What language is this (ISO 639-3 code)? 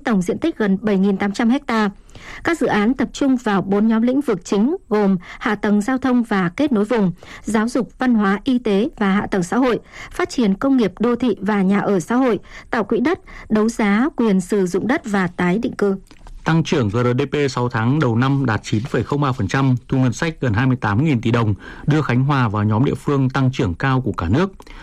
vie